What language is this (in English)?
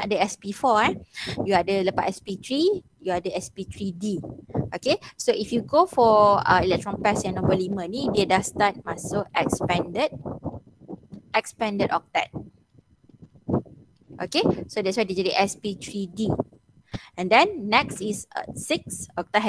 Malay